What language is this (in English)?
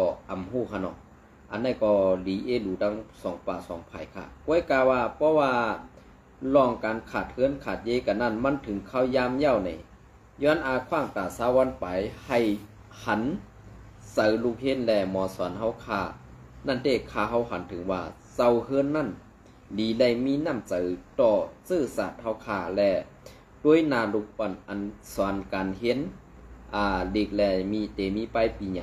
Shan